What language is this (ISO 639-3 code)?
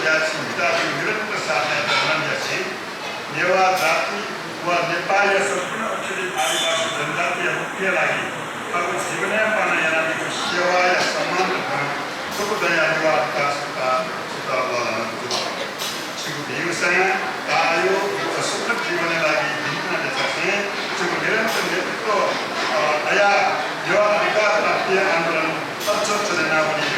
new